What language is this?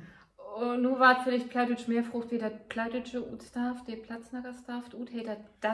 Low German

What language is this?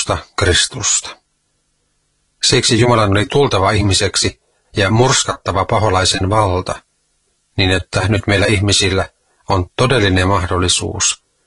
Finnish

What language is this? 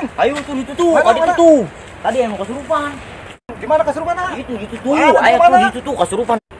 Sundanese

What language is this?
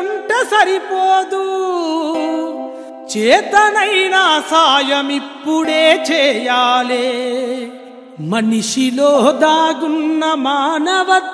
Telugu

